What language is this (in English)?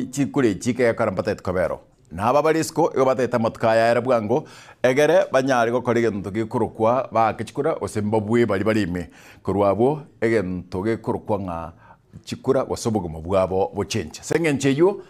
Gusii